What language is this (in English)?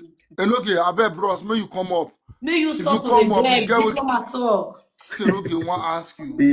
Nigerian Pidgin